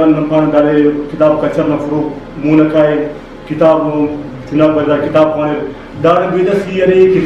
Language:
Brahui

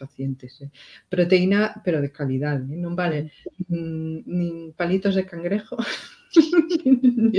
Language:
Galician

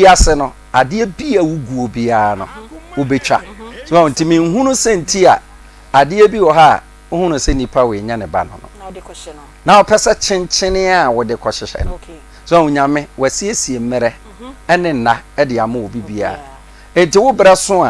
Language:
Akan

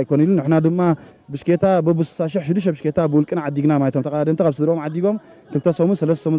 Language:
Tigrinya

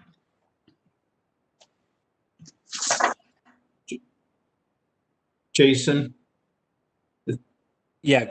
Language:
English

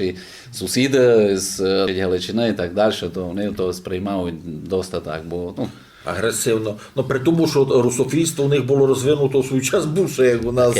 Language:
Rusyn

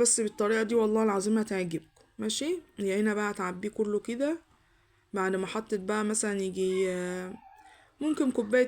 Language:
Egyptian Arabic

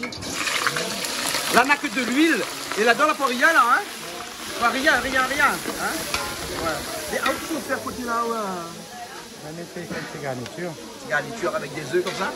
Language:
Réunion Creole French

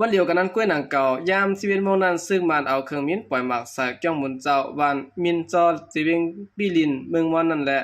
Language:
Shan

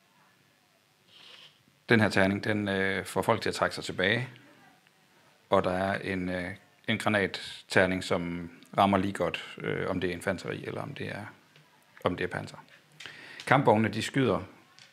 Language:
Danish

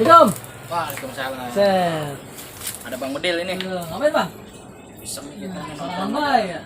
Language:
Betawi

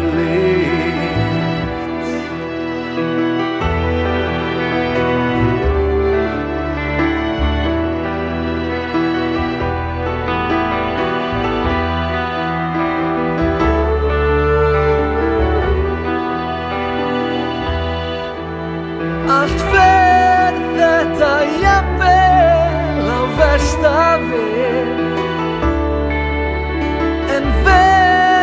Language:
Icelandic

